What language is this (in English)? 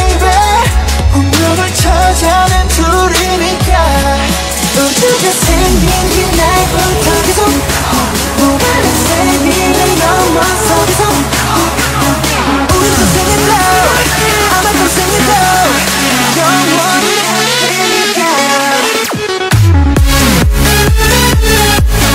Korean